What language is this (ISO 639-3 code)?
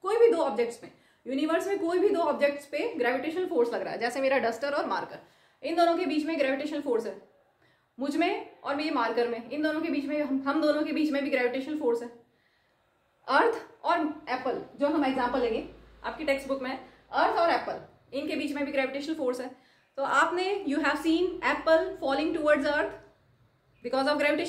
hin